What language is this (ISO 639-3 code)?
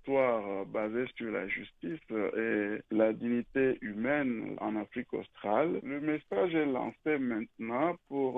fra